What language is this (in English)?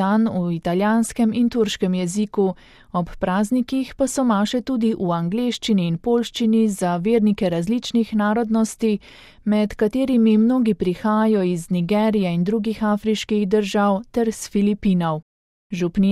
Slovenian